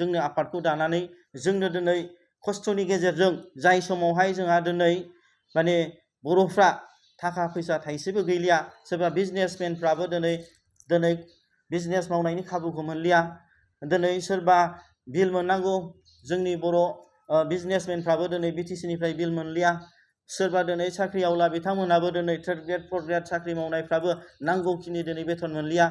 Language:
Bodo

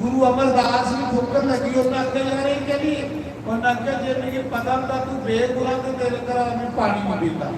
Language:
Dogri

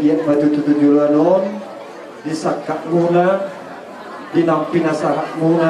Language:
Batak Toba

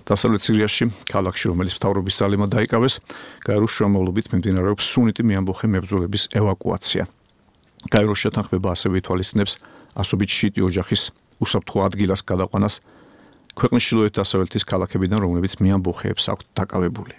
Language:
Georgian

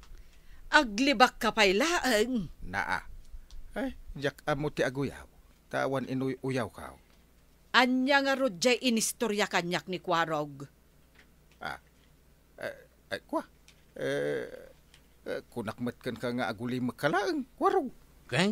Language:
Iloko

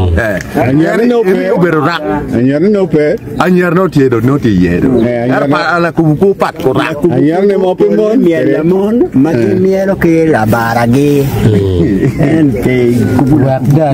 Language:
Acoli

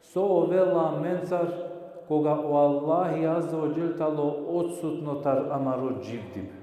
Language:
Balkan Romani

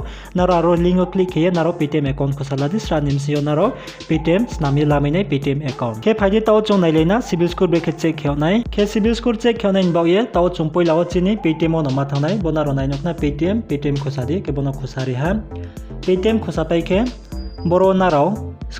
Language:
Riang (India)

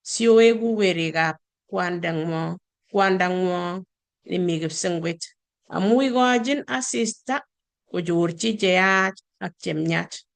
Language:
Kalenjin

